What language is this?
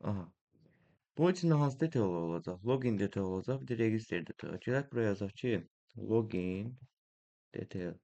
Azerbaijani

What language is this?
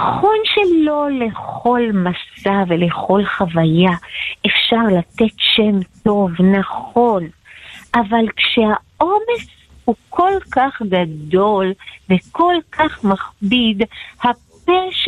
Hebrew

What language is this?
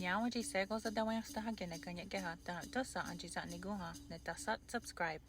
Mohawk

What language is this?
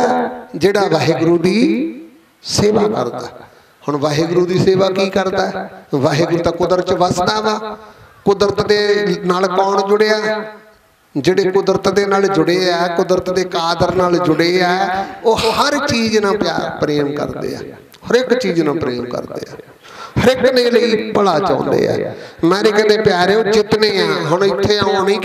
Punjabi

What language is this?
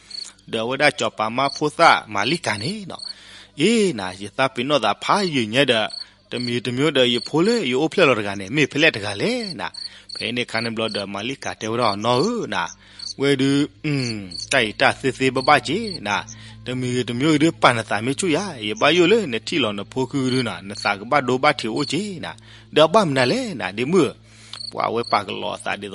S'gaw Karen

